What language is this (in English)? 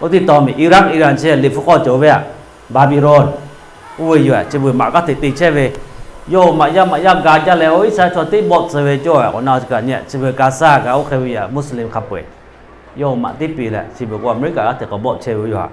Lahu